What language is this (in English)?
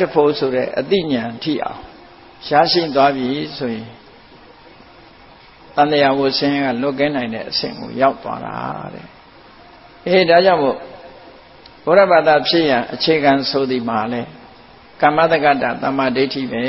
Burmese